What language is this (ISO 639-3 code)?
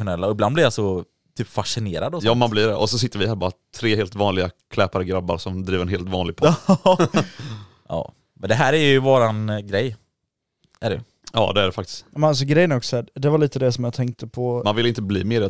swe